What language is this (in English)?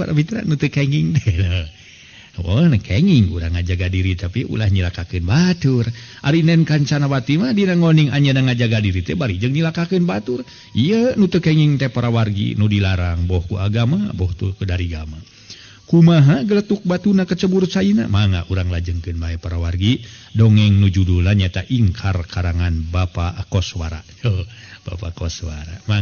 Sundanese